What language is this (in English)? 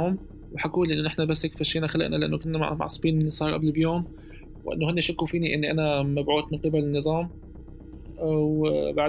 North Levantine Arabic